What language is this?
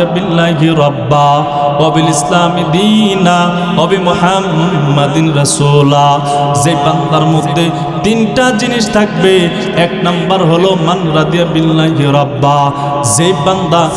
Bangla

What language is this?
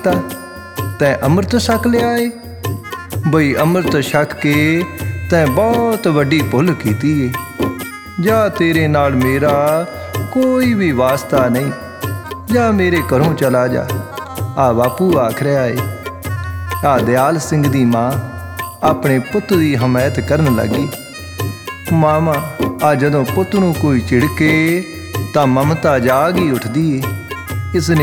Punjabi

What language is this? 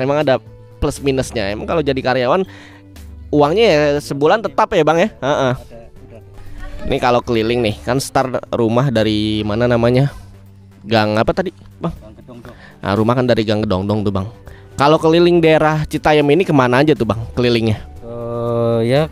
Betawi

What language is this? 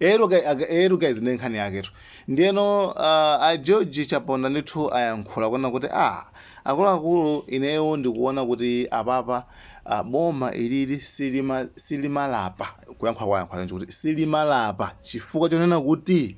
Nyanja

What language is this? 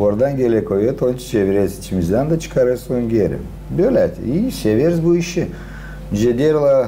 Gagauz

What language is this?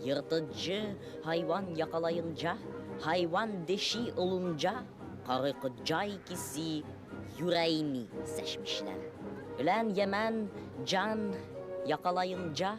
Bashkir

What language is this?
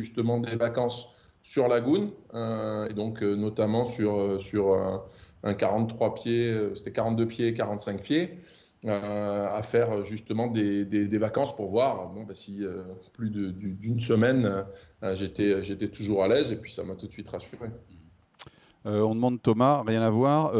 French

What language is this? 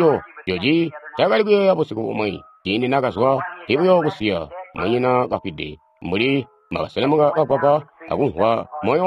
Tonga (Zambia)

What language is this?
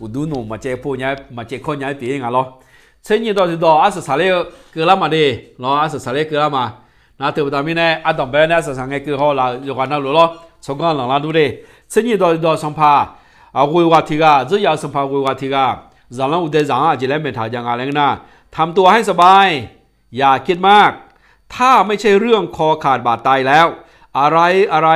Akha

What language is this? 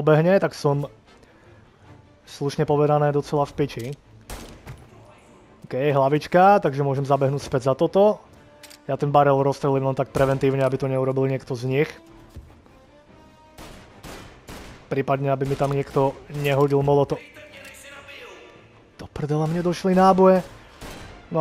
Slovak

